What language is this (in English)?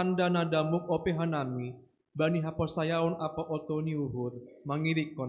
Batak Simalungun